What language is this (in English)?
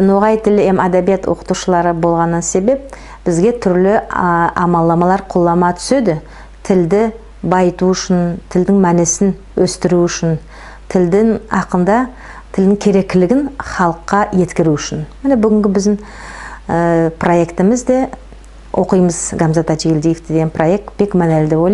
Nogai